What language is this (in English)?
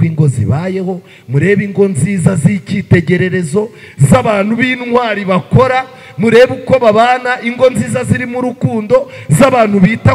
Kinyarwanda